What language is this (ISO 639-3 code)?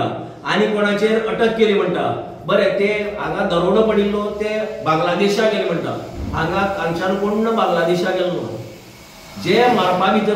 kok